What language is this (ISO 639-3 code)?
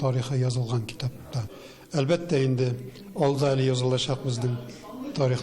tat